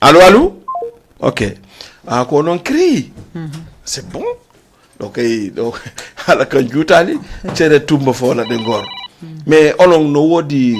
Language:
Fula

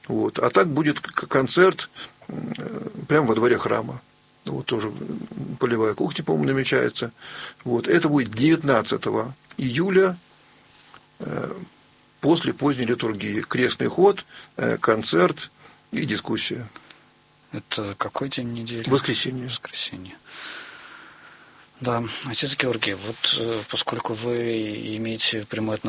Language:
Russian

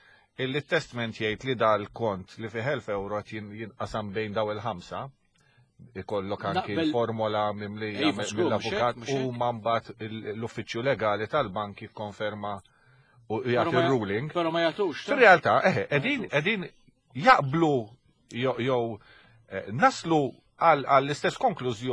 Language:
Maltese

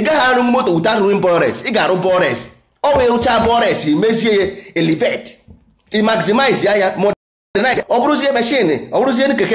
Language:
Igbo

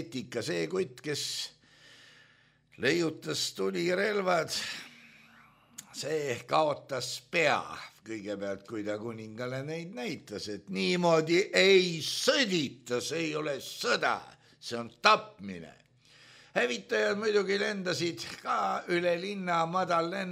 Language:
Estonian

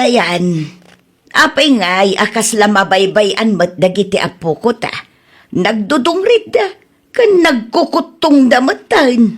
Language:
Iloko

